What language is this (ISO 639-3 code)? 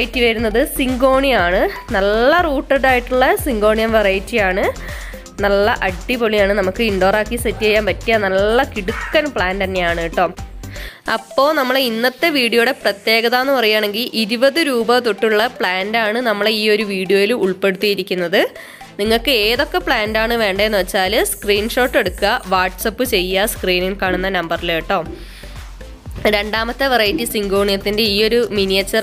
mal